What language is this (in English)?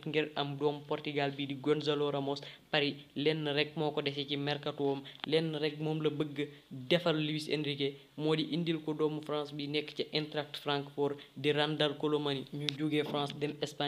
Wolof